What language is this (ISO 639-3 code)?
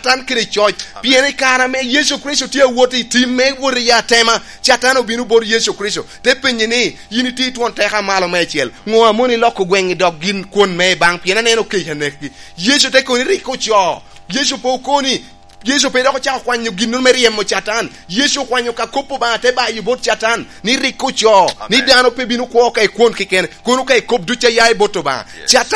laj